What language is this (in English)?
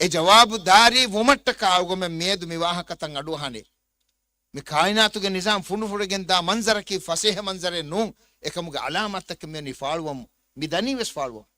Divehi